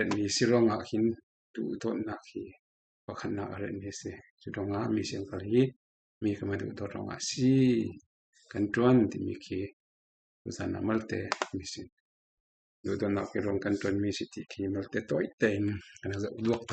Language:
Falam Chin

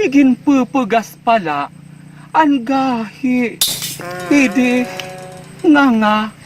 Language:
Waray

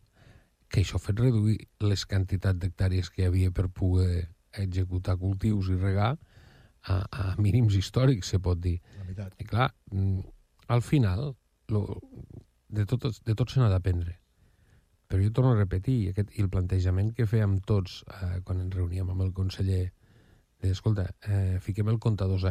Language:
Catalan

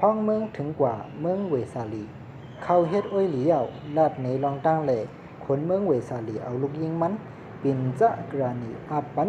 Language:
Shan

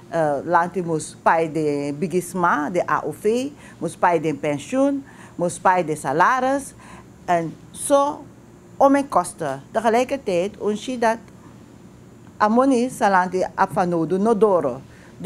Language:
Dutch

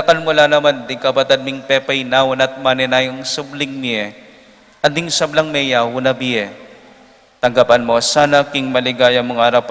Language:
Pampanga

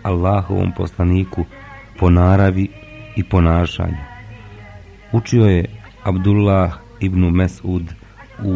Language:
Bosnian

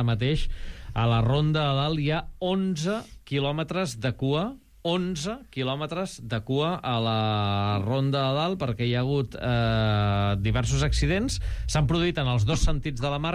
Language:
Catalan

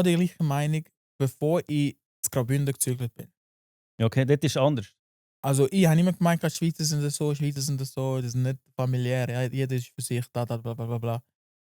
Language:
Swiss German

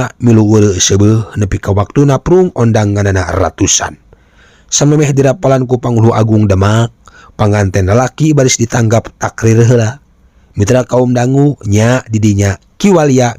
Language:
Sundanese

